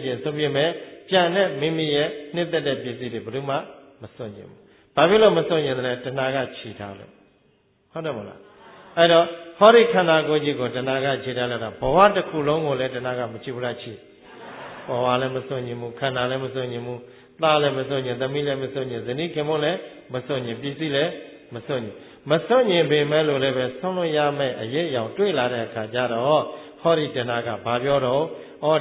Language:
Burmese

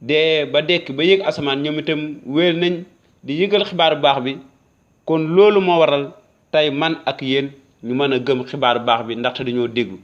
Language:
Wolof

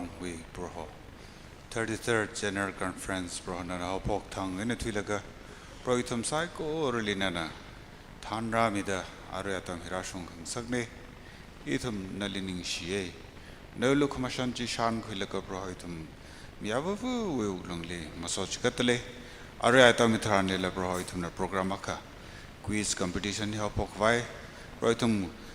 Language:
Tangkhul Naga (India)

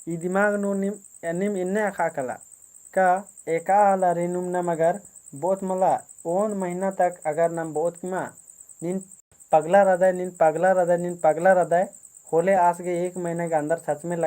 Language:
Kurukh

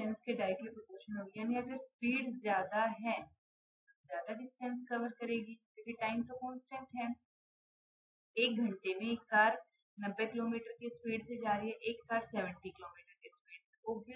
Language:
Hindi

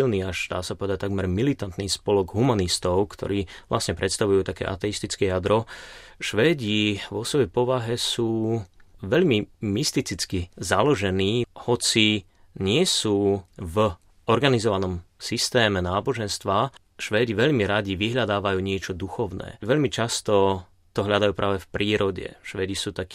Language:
Slovak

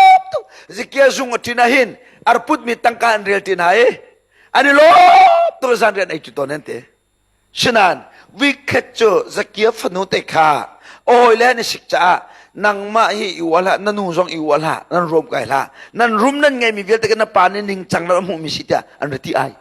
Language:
Hakha Chin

